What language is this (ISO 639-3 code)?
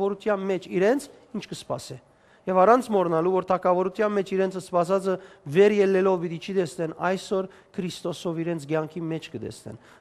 hyw